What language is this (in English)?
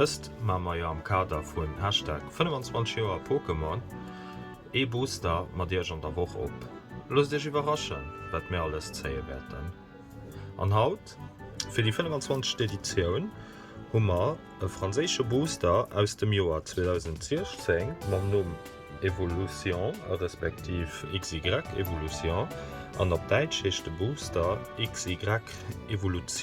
Luxembourgish